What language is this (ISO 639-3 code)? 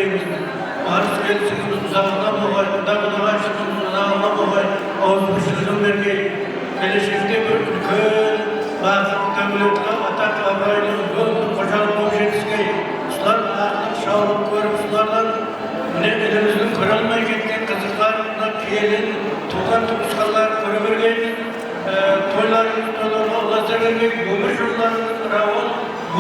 kaa